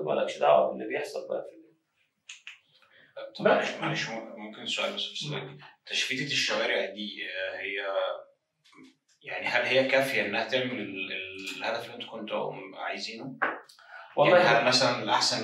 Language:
Egyptian Arabic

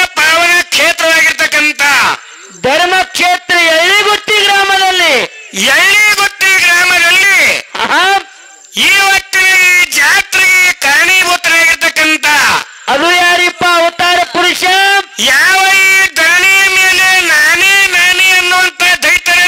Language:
Kannada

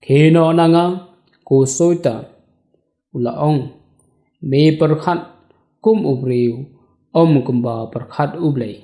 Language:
Khasi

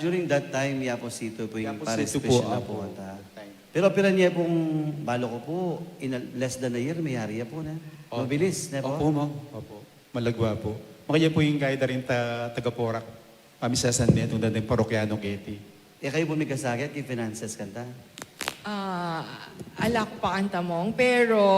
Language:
Pampanga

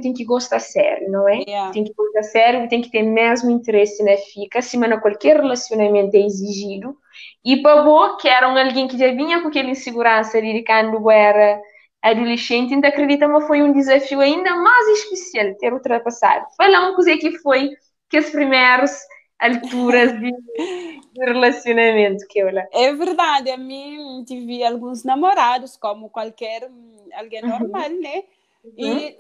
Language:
Kabuverdianu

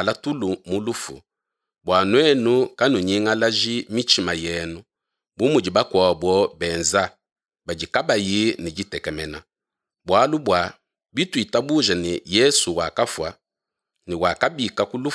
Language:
Luba-Lulua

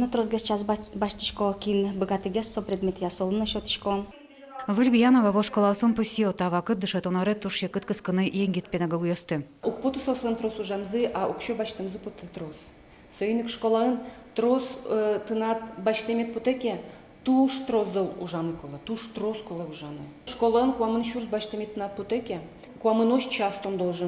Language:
Udmurt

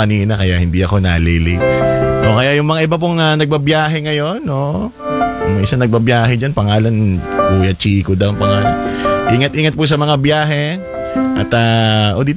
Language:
Filipino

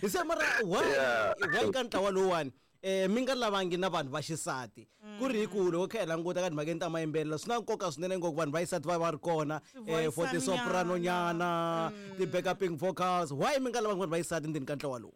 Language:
Tsonga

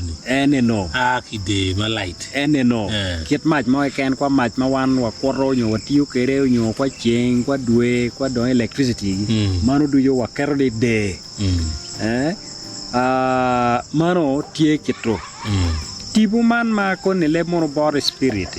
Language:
Acoli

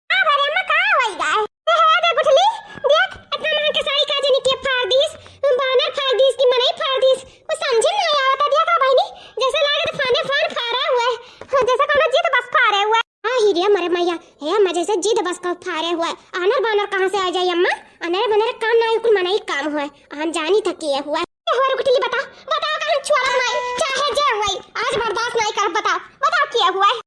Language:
Awadhi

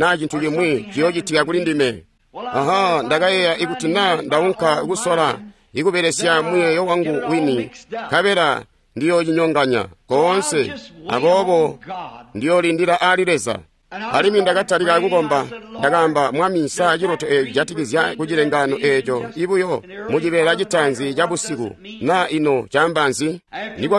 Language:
Tonga (Zambia)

